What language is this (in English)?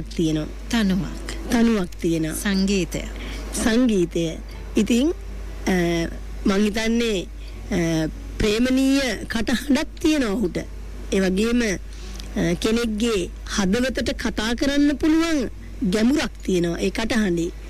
Sinhala